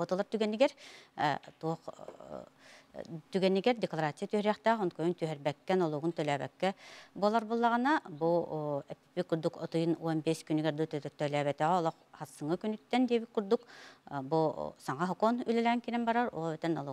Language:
Yakut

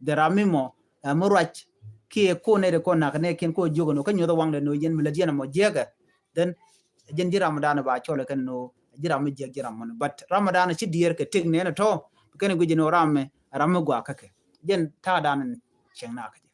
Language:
Nuer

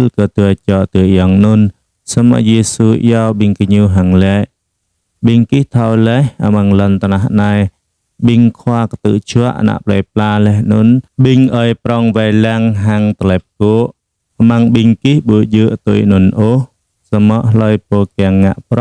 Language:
Jarai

